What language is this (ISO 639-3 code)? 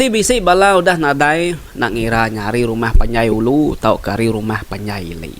iba